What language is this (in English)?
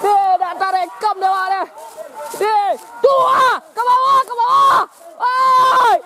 Minangkabau